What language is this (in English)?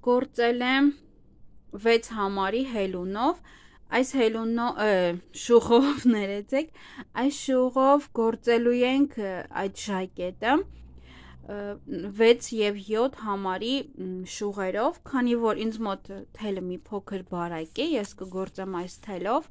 Armenian